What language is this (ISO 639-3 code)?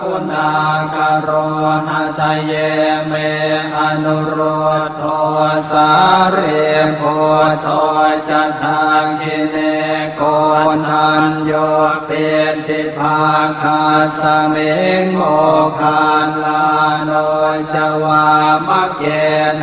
pli